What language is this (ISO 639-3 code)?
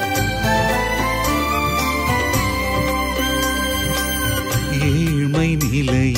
tam